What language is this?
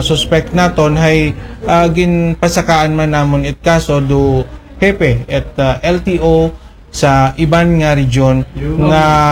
Aklanon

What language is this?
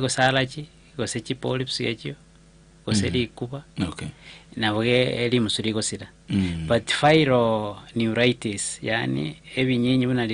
Gusii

